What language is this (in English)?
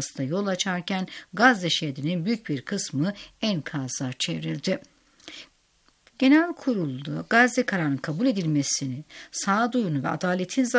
Turkish